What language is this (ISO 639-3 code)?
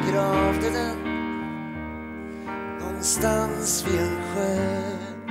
swe